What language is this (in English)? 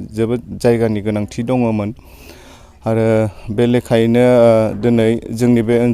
Bodo